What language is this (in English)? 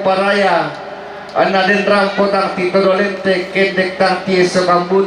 Toraja-Sa'dan